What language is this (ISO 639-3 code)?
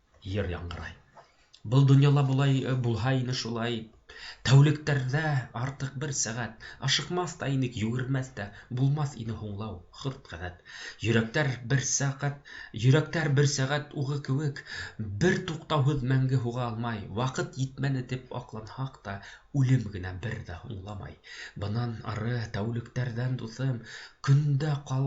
bak